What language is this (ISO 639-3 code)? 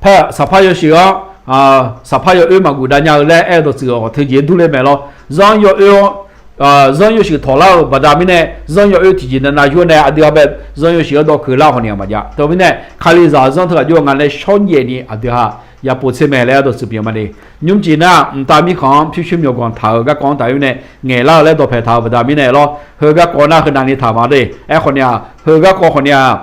ahk